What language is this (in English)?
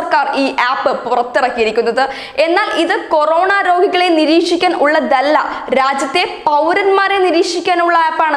Malayalam